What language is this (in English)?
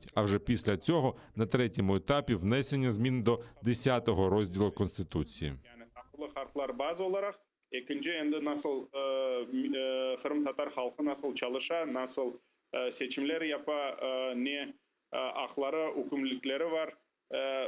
Crimean Tatar